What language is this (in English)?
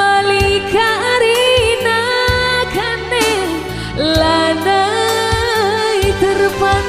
Batak Karo